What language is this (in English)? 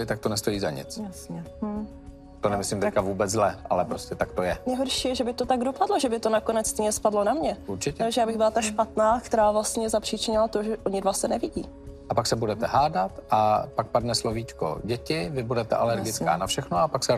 Czech